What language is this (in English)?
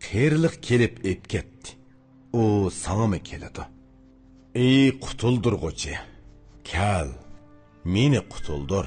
Uyghur